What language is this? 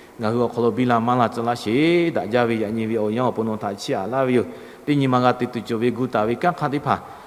Lahu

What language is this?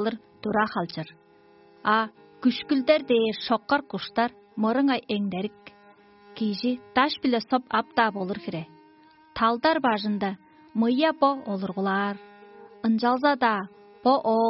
Tuvinian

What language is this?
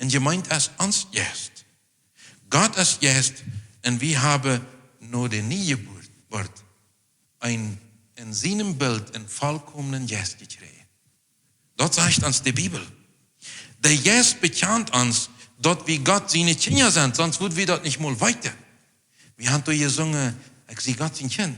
Plautdietsch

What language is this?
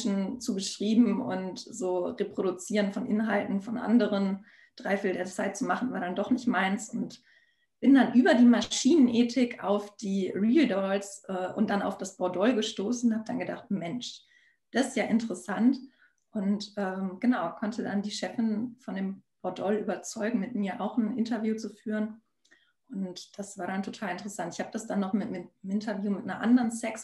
German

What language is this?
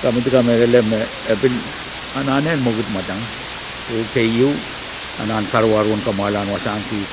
Pohnpeian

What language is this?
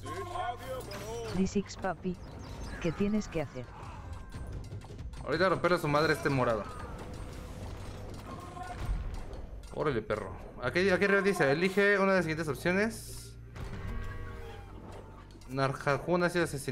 Spanish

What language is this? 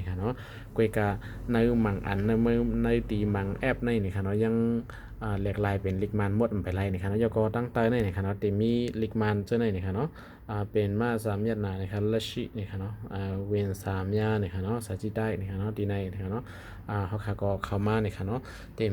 Shan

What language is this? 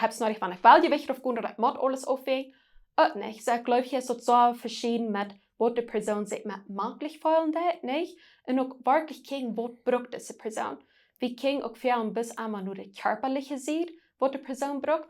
Plautdietsch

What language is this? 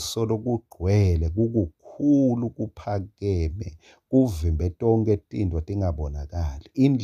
Swati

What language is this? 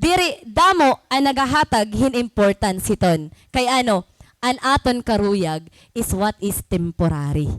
Waray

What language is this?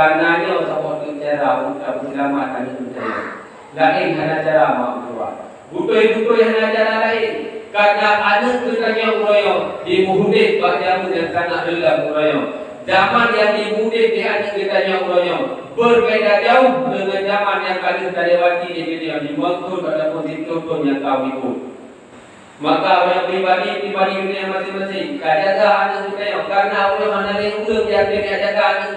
Achinese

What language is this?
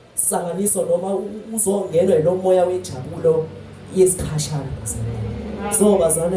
Zulu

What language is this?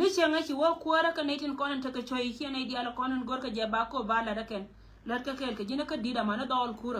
Nuer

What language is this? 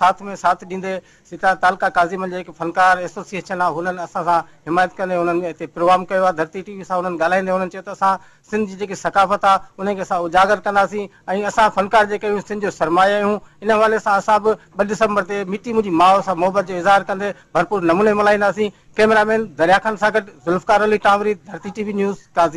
Sindhi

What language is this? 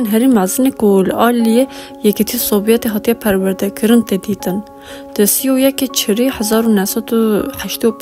Kurdish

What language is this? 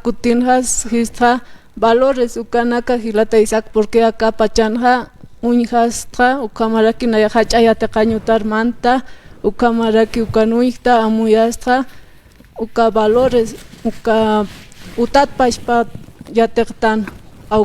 Aymara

